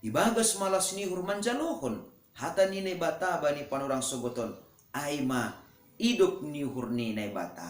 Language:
Batak Simalungun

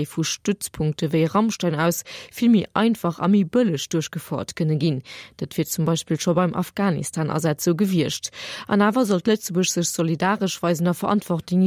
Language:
Luxembourgish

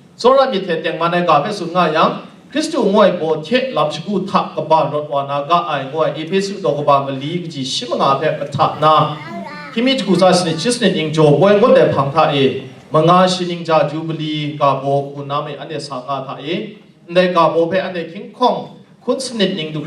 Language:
Kachin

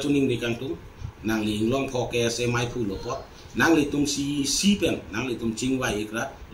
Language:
Karbi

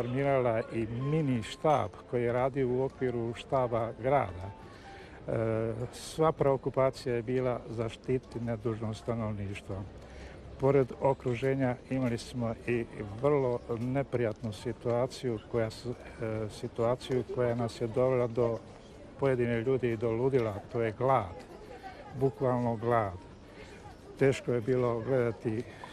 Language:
Bosnian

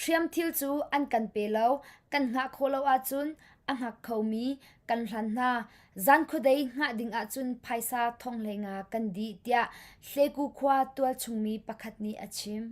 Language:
Hakha Chin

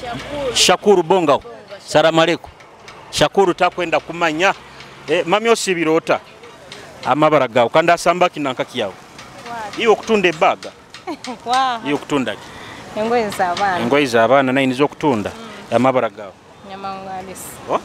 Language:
Nyoro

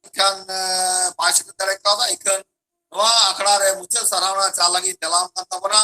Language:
Santali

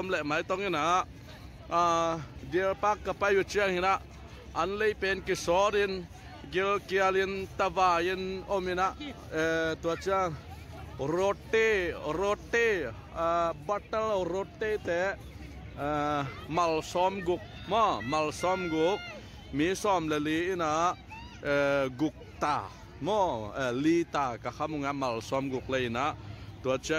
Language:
Tedim Chin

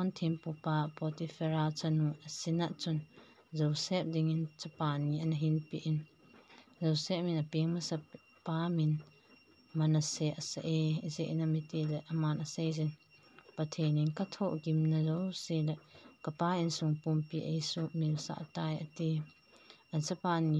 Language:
Thado Chin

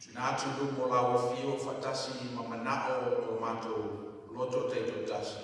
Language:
Samoan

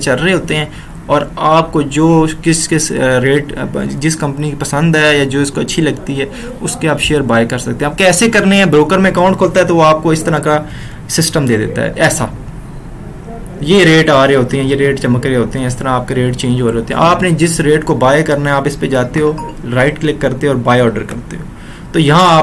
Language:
Hindi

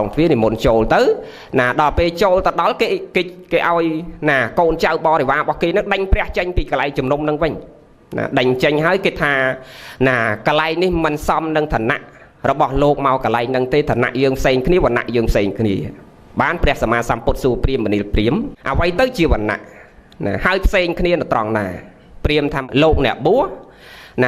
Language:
Khmer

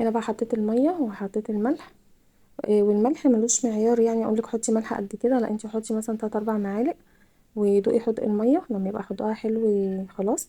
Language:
Egyptian Arabic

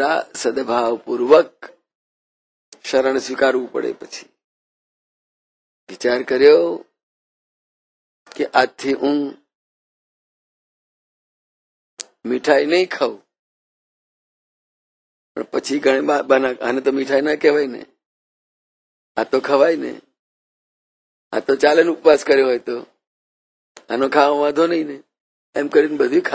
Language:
Gujarati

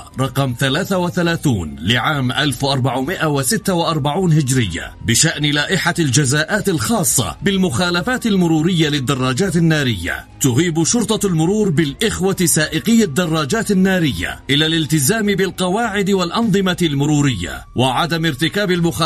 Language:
Arabic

